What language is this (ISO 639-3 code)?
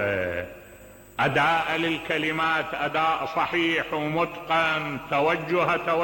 acm